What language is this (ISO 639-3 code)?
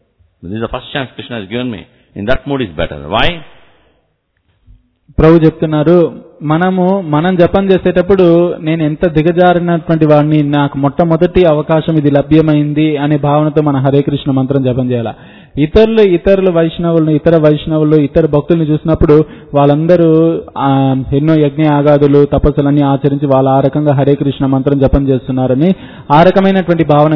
tel